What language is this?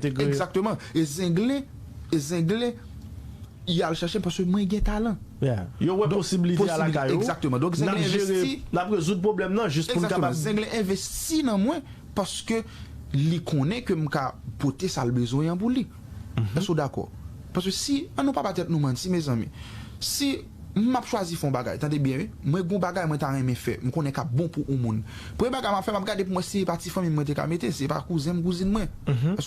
Haitian Creole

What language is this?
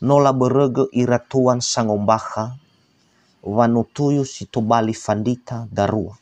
Nias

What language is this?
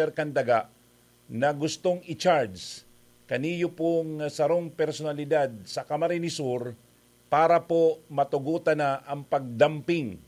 Bikol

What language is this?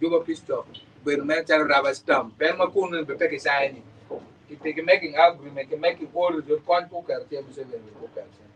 Acoli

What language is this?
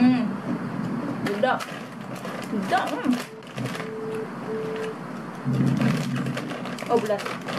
Malay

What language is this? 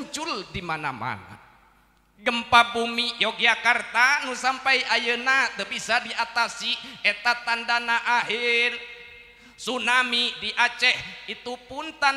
Sundanese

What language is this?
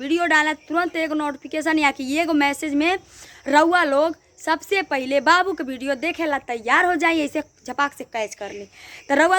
Bhojpuri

